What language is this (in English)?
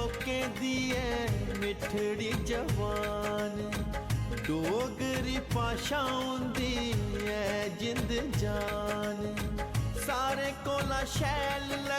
Dogri